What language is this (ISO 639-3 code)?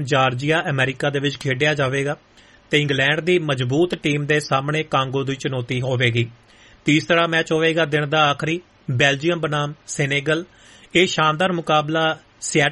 pan